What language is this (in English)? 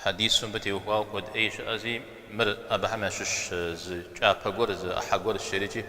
Kabardian